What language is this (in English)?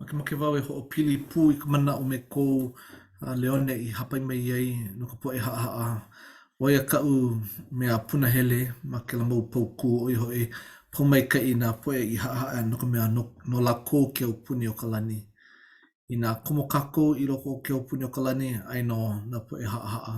Hawaiian